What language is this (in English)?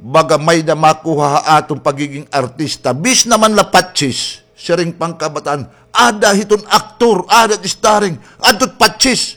Waray